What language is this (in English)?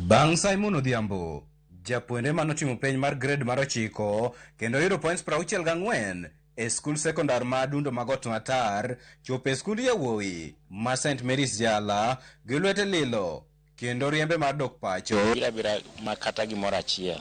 Luo (Kenya and Tanzania)